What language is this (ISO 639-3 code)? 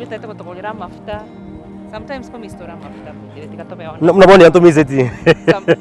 guz